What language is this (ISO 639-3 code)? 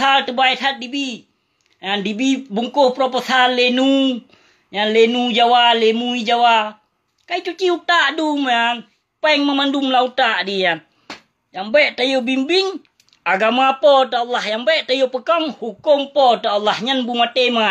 ace